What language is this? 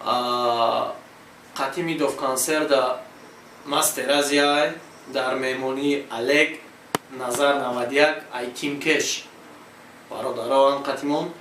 Tajik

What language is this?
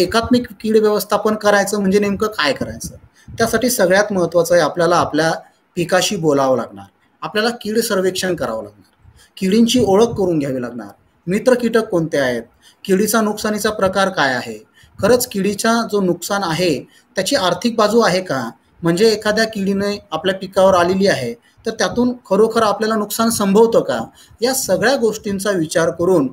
Marathi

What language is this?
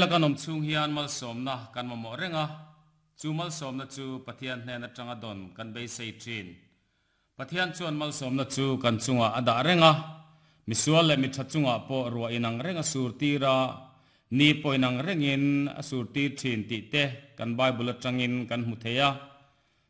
Mizo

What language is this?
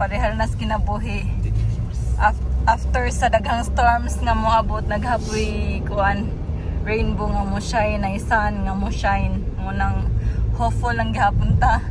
Cebuano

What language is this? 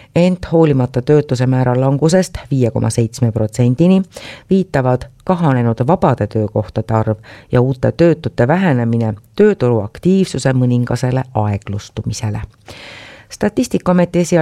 Estonian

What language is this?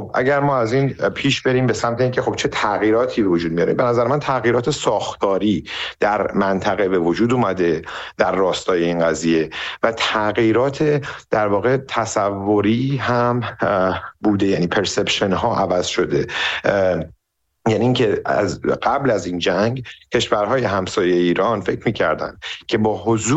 Persian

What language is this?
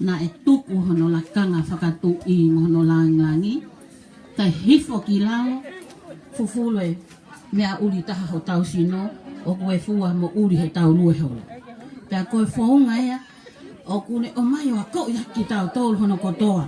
Tongan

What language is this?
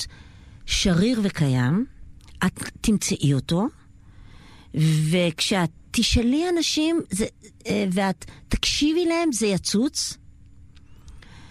Hebrew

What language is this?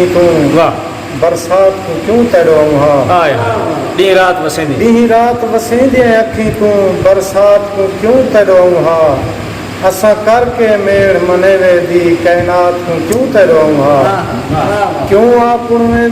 Saraiki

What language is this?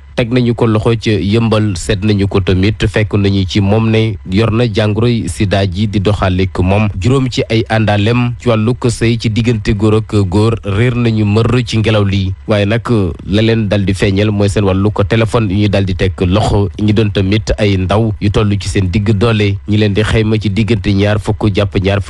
Wolof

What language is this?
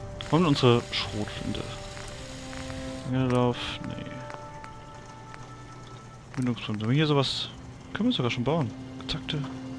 German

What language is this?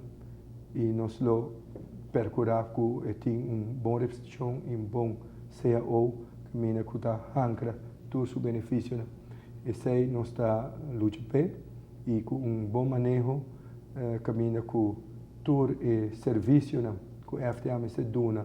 Papiamento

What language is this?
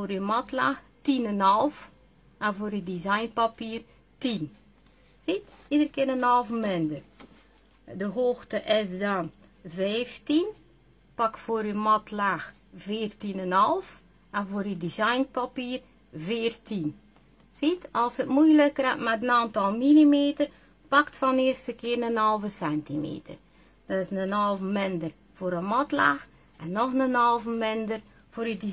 Dutch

